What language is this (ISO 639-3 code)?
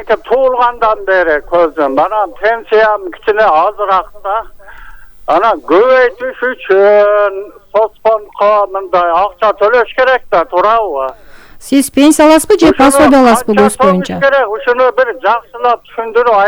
kir